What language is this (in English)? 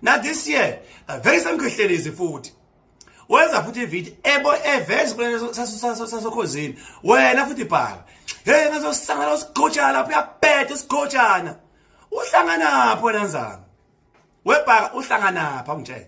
Zulu